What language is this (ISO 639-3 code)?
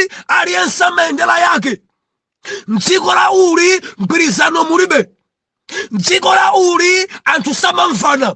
nya